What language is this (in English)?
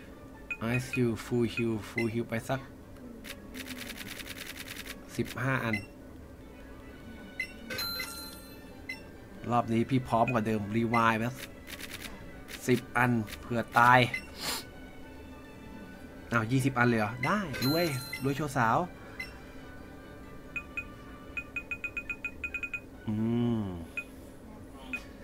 Thai